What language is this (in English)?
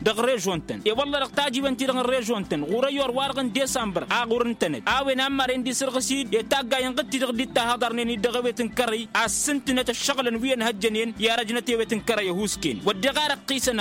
Tamasheq